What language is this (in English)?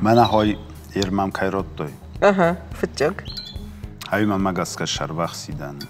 Ossetic